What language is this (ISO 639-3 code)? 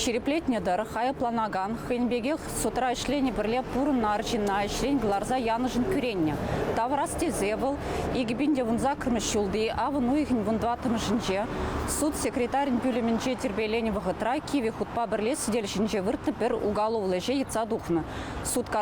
chv